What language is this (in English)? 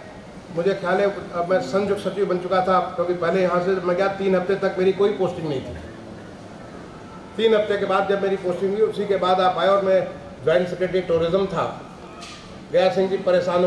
Hindi